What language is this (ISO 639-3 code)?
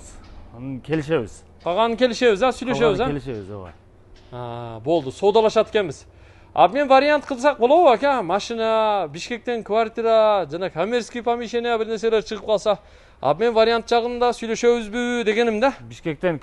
kir